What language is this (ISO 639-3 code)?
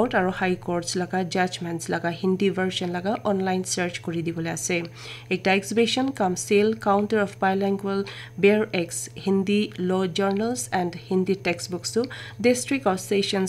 nag